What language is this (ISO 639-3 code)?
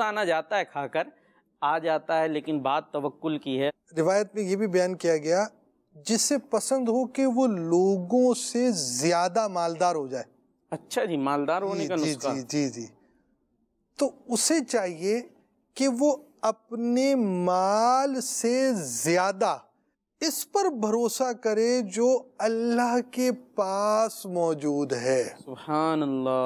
urd